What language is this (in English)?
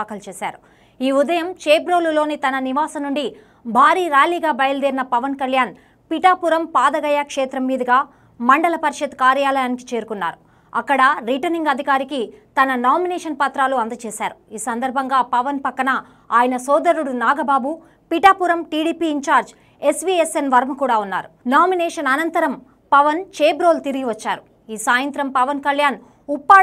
Telugu